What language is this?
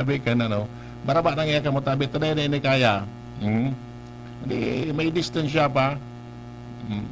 Bikol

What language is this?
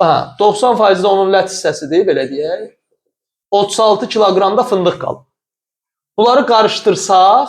Azerbaijani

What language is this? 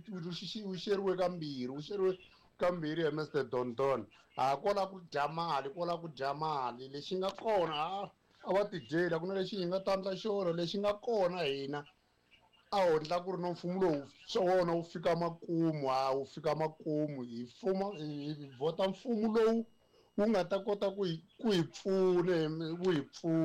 Tsonga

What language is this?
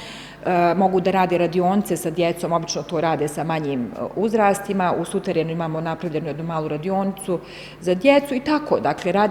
Bosnian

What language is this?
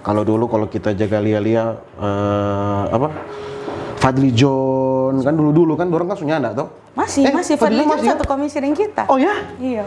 Manado Malay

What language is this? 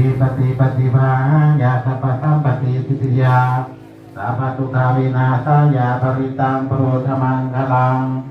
Pali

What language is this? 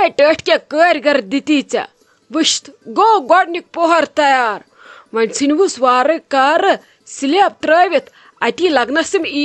Kashmiri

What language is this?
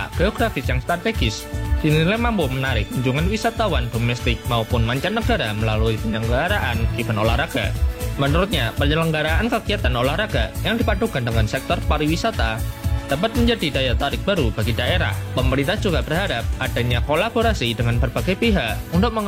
Indonesian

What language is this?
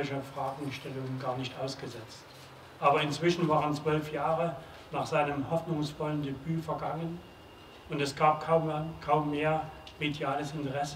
German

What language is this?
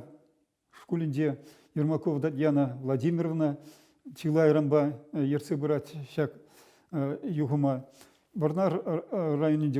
Chuvash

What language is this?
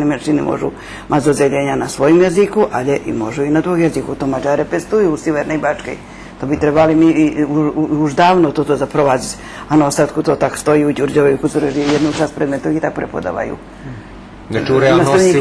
Rusyn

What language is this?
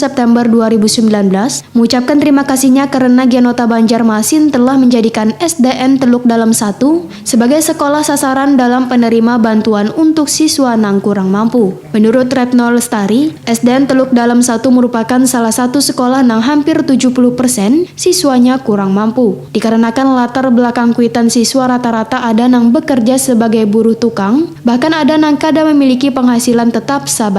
Banjar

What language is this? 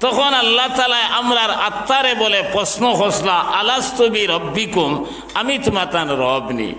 Sylheti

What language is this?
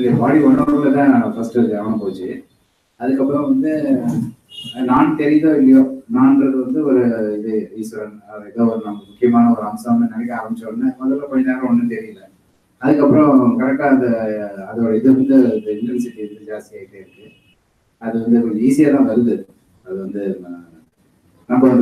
Tamil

